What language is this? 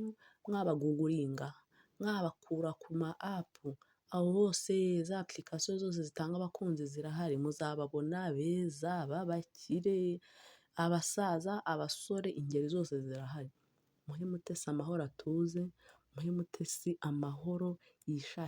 Kinyarwanda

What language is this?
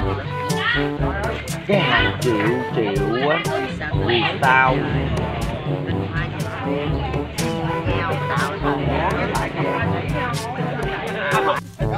Vietnamese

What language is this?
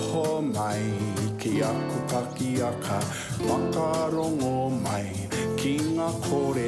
Māori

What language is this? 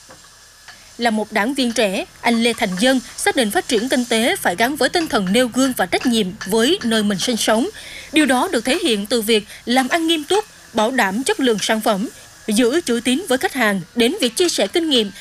Vietnamese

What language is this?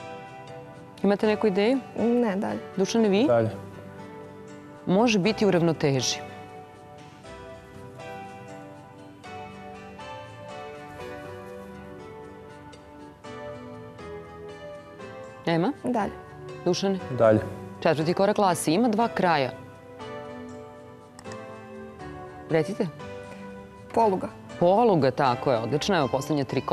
Serbian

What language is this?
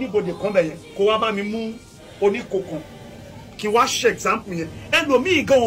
Yoruba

